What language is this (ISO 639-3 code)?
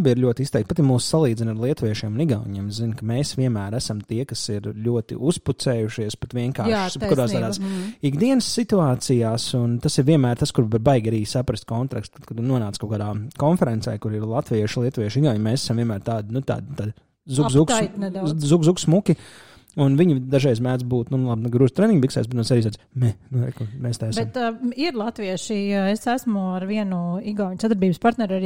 lav